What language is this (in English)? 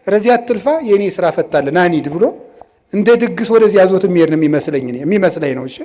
Amharic